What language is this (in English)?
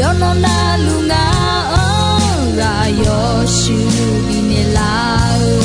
Akha